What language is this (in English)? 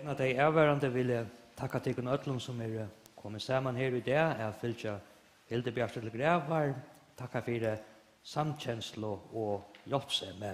Faroese